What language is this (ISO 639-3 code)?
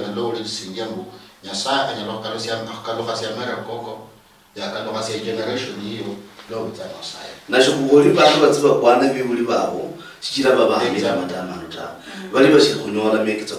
luy